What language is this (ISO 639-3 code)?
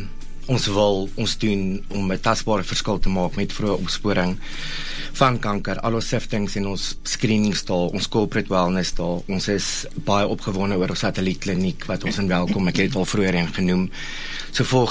afr